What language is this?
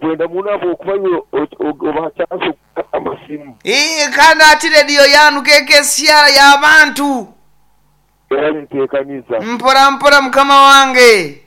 Nyoro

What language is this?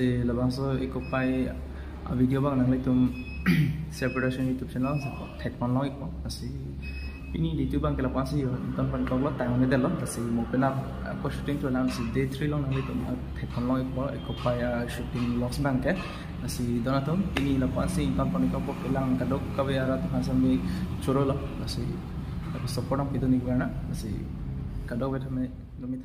Karbi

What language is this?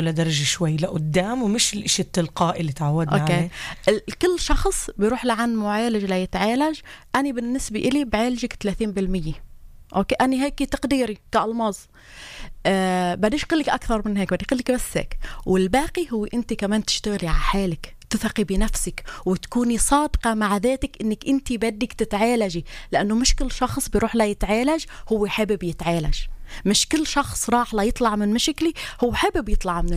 North Levantine Arabic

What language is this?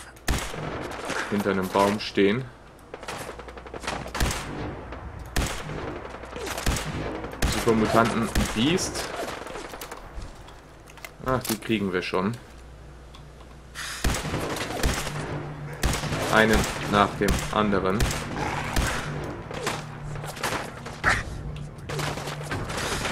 German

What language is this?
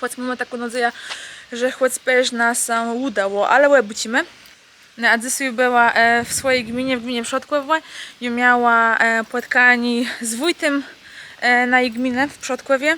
Kashubian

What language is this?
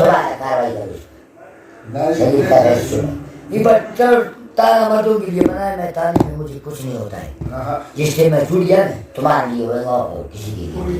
Brahui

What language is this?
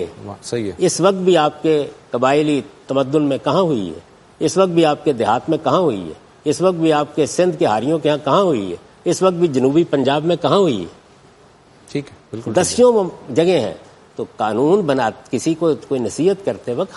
Urdu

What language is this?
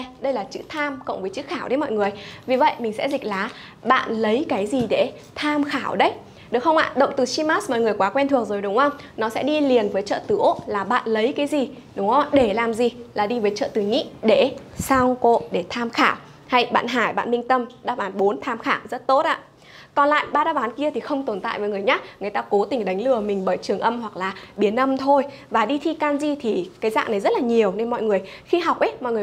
Vietnamese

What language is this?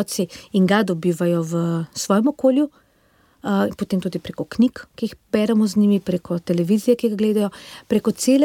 Slovenian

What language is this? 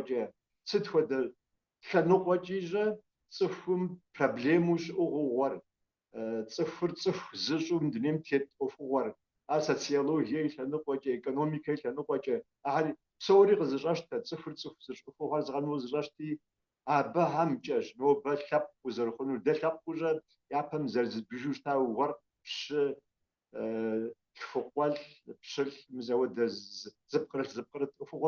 Kabardian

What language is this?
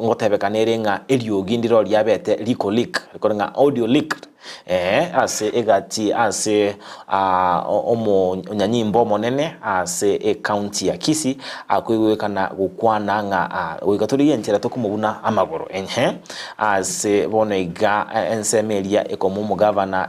Gusii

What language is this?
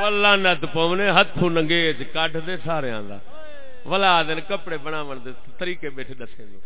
Saraiki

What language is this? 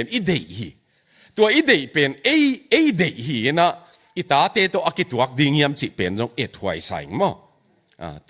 Tedim Chin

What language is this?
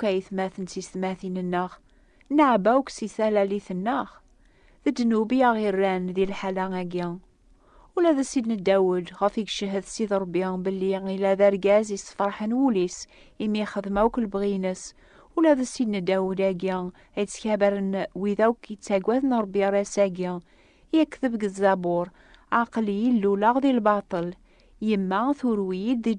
Kabyle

